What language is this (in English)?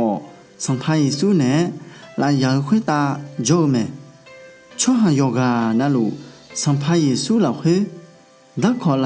Akha